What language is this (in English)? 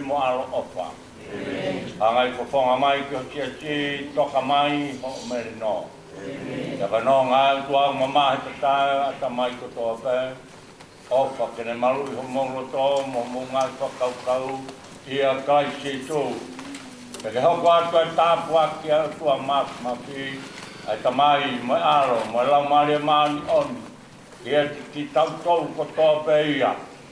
Tongan